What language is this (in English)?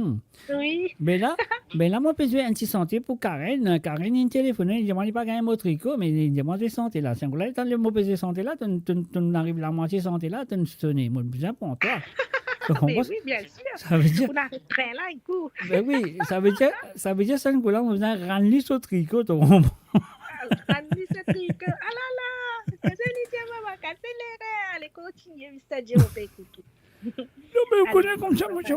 Morisyen